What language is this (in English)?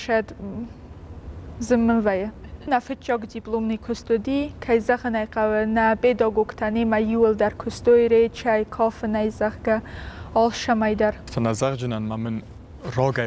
Ossetic